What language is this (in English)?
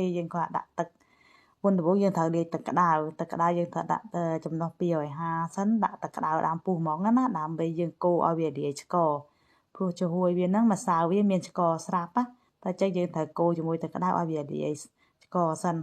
Khmer